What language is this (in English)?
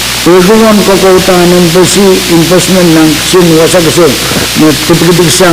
Pohnpeian